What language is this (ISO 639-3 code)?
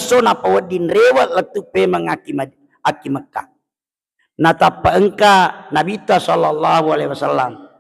bug